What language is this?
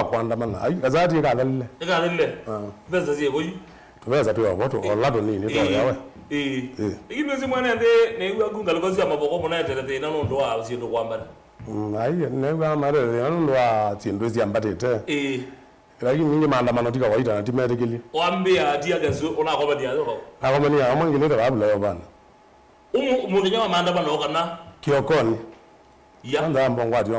Kamba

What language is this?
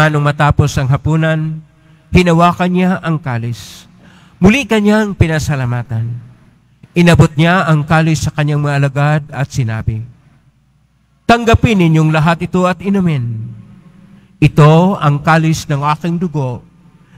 Filipino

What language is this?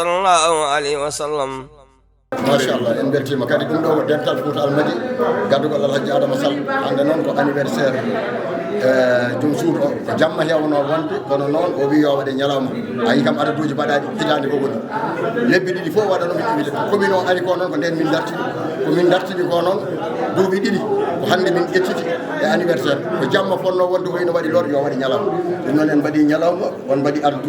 Fula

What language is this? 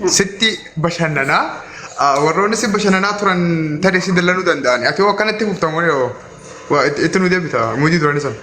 Oromo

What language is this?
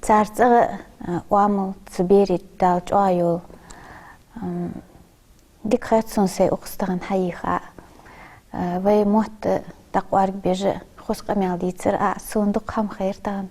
Ingush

